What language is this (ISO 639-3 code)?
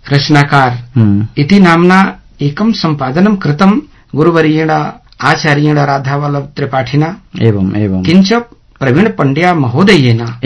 san